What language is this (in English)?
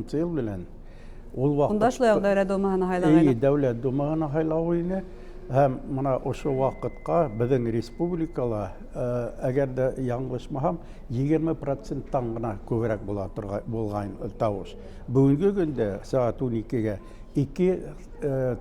Bashkir